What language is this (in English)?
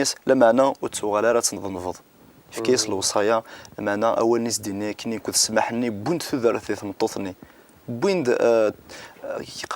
Kabyle